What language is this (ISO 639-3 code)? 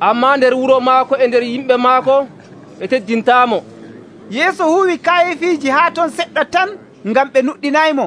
fuv